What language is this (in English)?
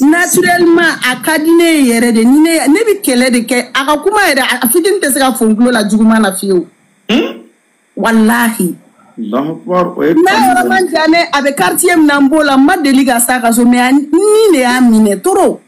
Bambara